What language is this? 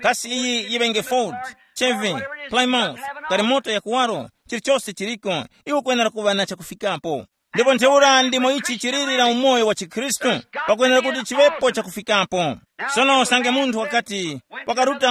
Tumbuka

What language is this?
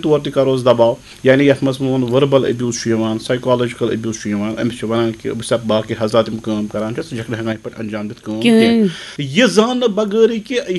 Kashmiri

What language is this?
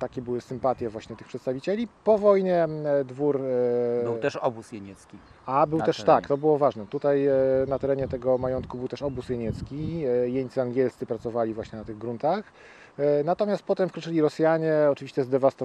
Polish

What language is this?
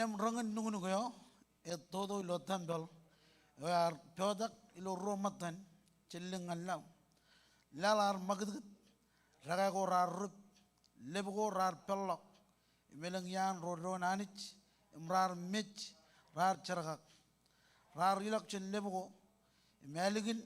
Marshallese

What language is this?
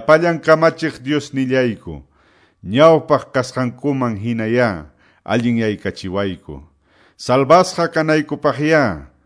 Quechua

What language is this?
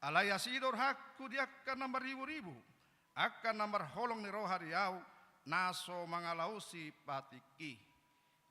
Batak Toba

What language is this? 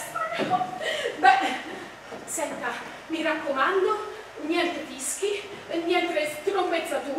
Italian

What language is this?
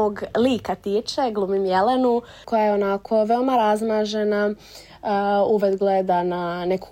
Serbian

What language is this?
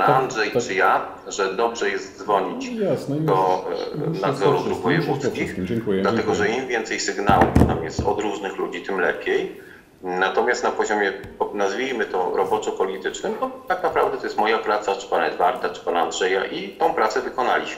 Polish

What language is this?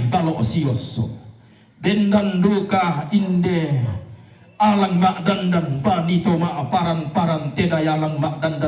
Toraja-Sa'dan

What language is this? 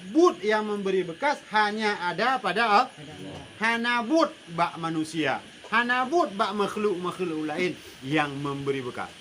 Achinese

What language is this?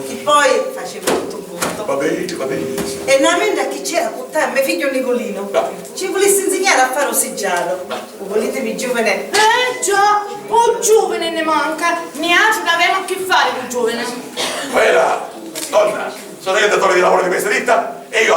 Sicilian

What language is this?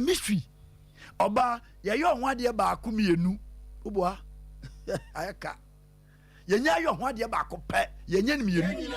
Akan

